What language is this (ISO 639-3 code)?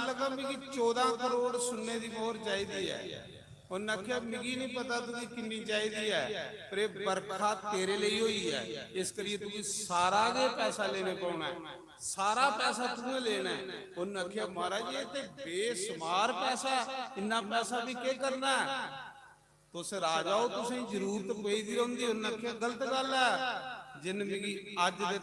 doi